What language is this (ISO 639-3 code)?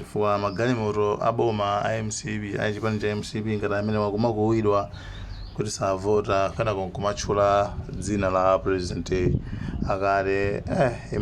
nya